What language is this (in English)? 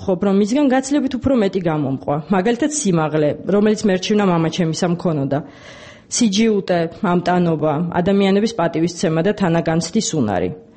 Georgian